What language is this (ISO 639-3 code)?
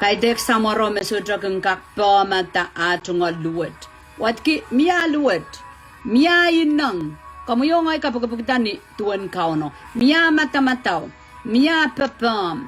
pon